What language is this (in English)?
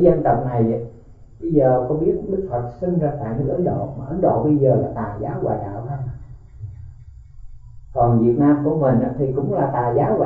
Vietnamese